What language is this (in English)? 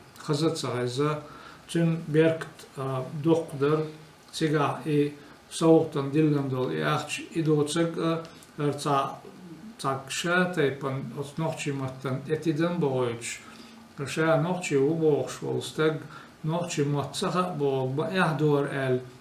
Chechen